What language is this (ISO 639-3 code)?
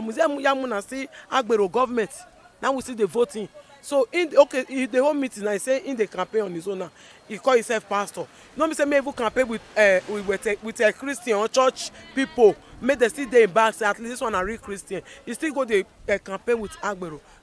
pcm